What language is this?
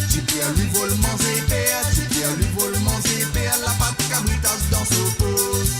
Morisyen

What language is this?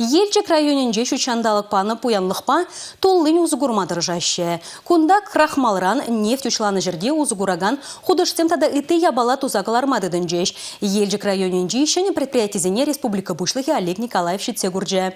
Chuvash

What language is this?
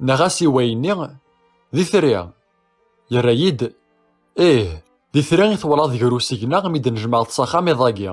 Kabyle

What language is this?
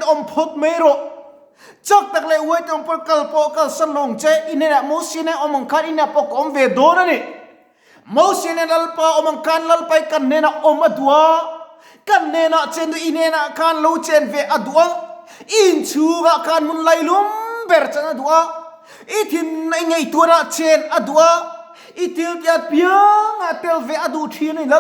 Mizo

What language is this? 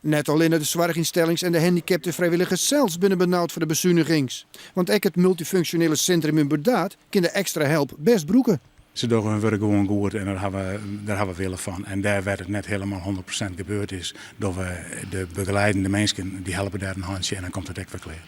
Western Frisian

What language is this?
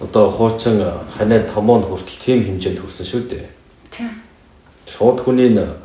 Mongolian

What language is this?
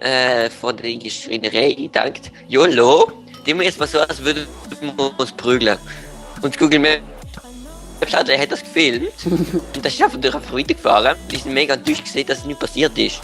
Swiss German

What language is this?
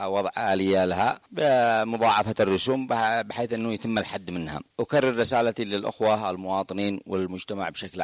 Arabic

